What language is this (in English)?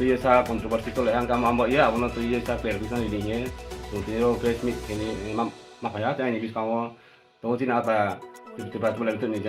Riang (India)